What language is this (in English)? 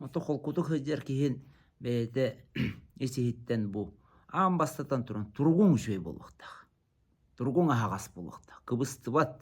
Yakut